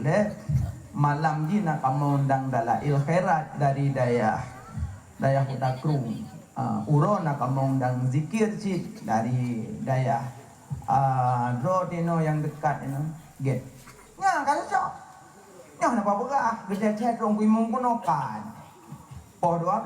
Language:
Achinese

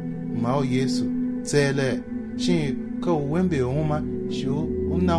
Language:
Tiv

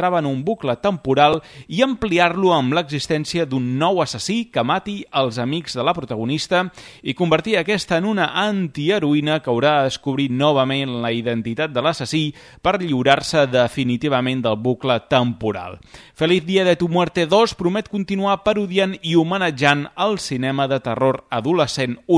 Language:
Catalan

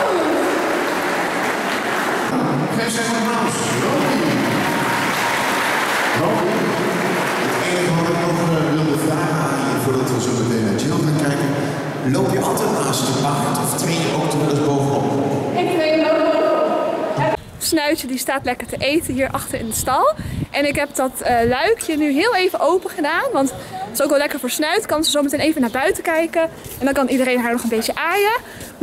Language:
Dutch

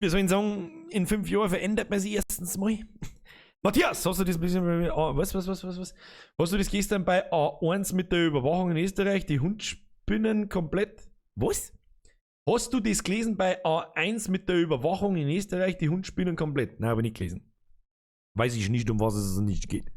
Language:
Bavarian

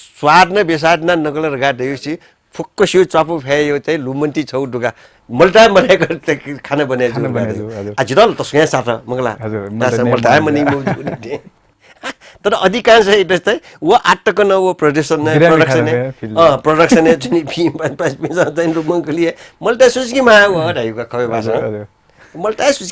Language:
Newari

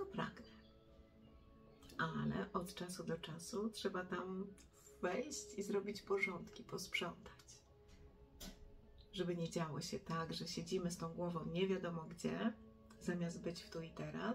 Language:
Polish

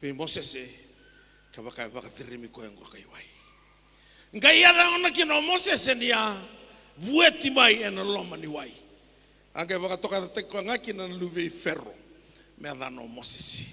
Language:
Fijian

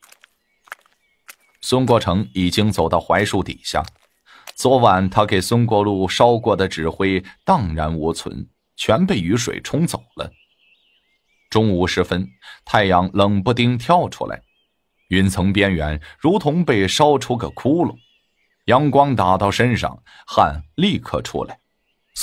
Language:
Chinese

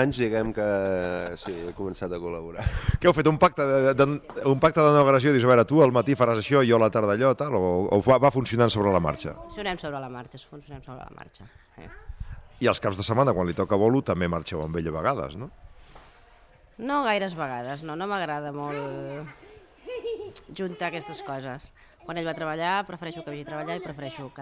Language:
Catalan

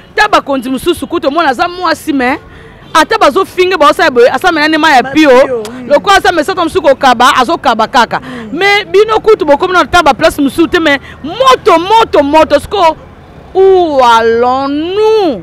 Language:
Lingala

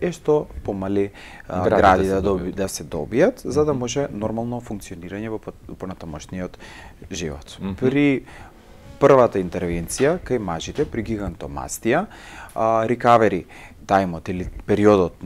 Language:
Macedonian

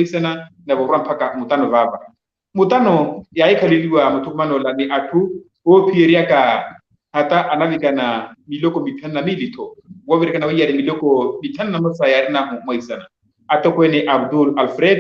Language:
Makhuwa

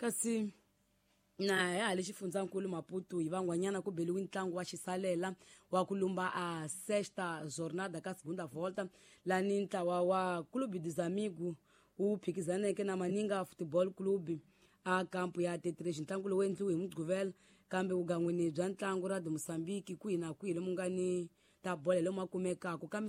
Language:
Tsonga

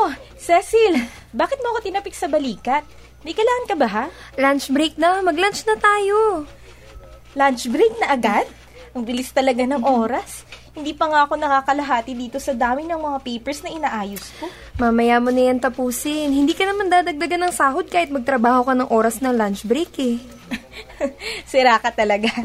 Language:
Filipino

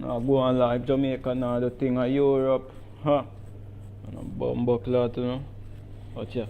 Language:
Jamaican Creole English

